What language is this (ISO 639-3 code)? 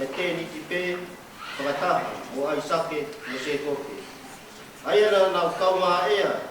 ton